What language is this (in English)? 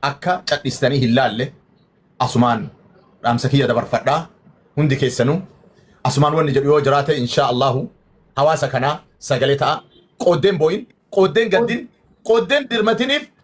Oromo